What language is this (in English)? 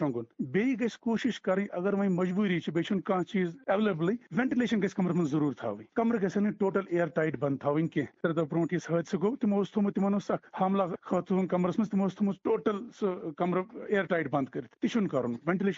Kashmiri